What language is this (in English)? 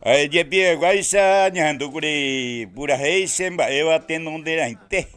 Guarani